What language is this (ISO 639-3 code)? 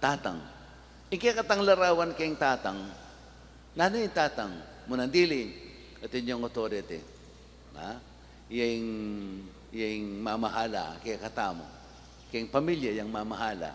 pam